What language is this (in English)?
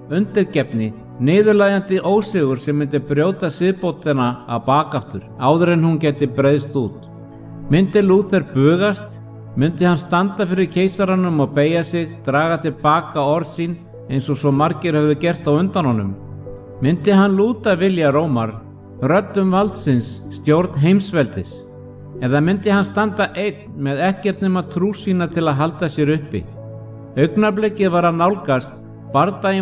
Icelandic